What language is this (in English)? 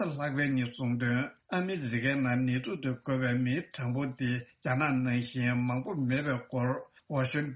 Tibetan